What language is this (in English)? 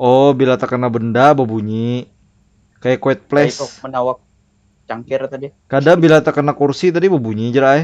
Banjar